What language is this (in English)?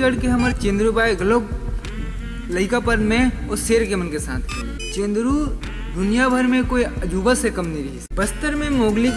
Chhattisgarhi